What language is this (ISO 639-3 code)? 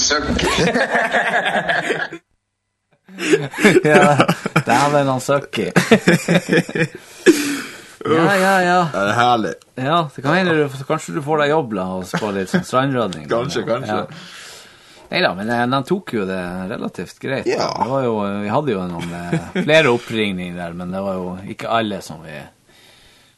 nor